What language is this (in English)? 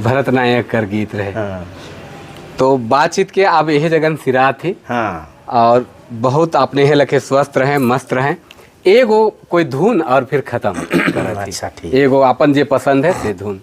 Sadri